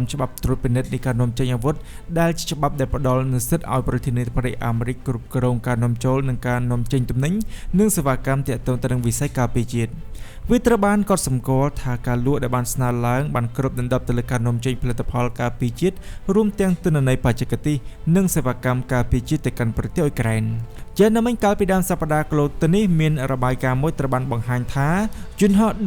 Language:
Khmer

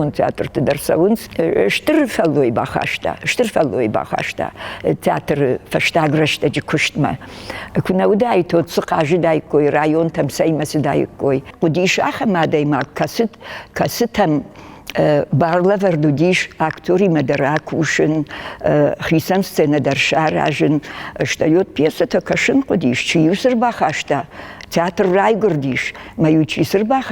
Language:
Ossetic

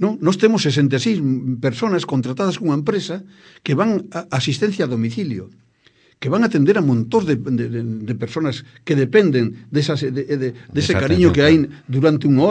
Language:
Galician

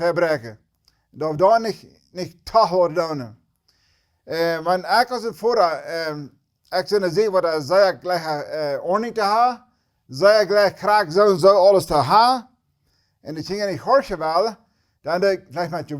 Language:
Plautdietsch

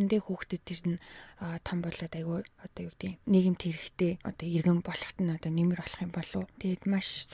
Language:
Mongolian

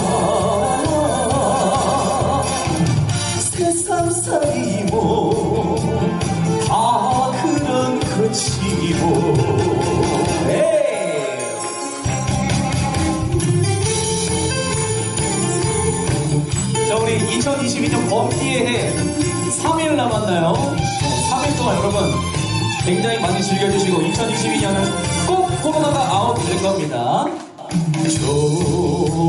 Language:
Korean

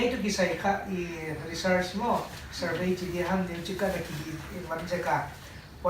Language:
Paite Chin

